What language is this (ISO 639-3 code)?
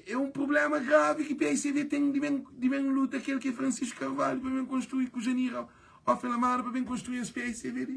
kea